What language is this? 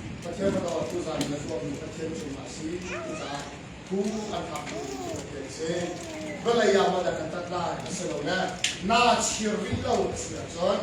Hakha Chin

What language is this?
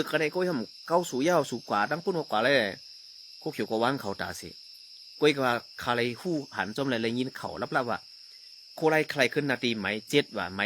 Shan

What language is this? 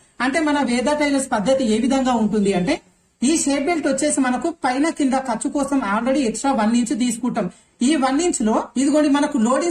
Telugu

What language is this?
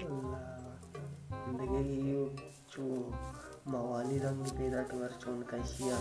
Baluchi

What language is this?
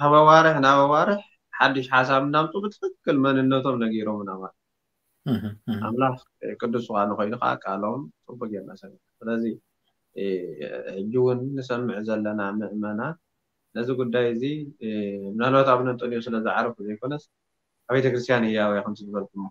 Tigrinya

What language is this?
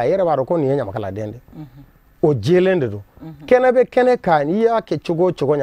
Bambara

